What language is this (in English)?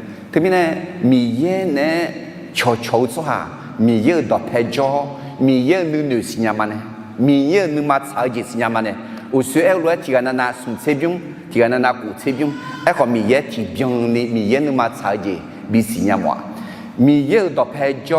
Akha